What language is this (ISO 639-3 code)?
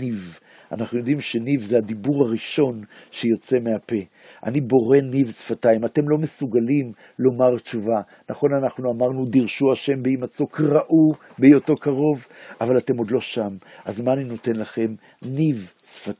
heb